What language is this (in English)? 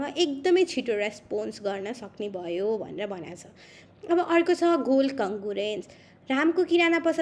Nepali